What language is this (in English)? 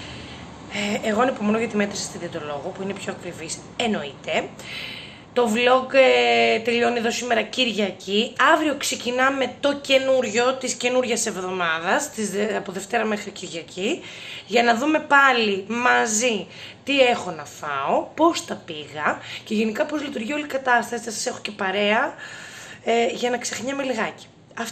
Greek